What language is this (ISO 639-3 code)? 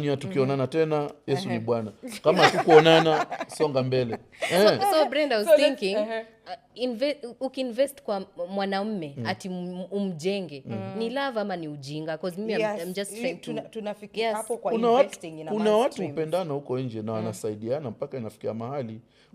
swa